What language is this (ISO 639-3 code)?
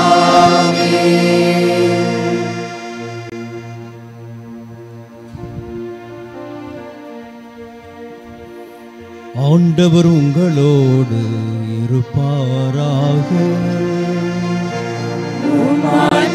tam